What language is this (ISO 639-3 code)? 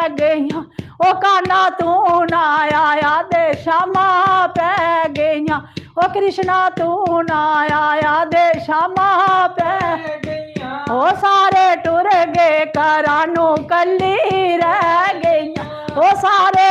doi